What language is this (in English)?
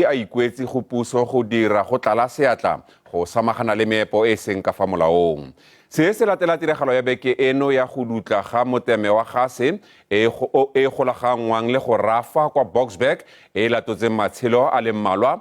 Tswana